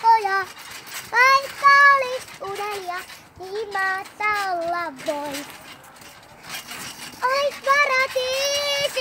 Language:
Finnish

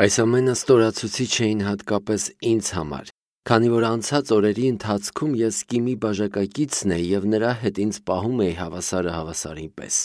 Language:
Armenian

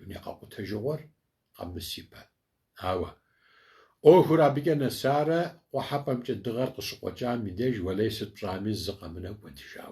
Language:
Kabardian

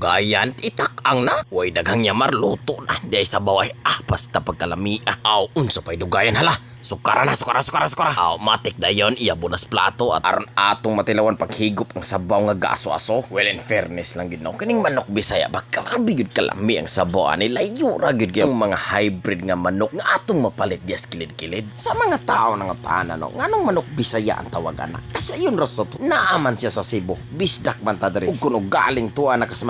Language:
Cebuano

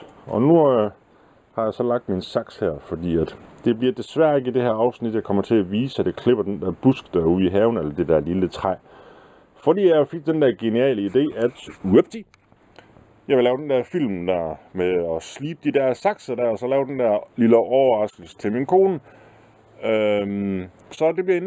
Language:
Danish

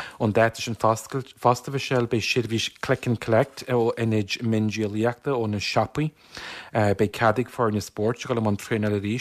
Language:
Irish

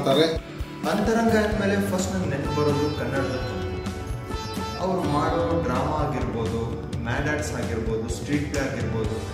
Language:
Kannada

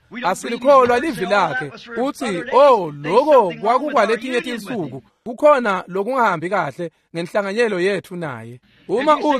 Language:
Swati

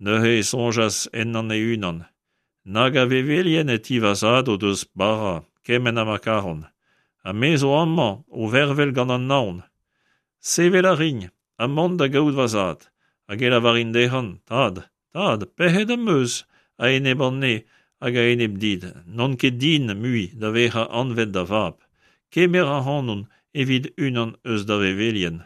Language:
Breton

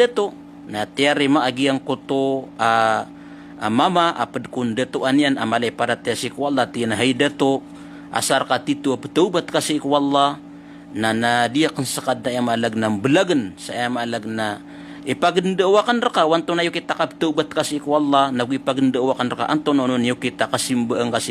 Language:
Maranao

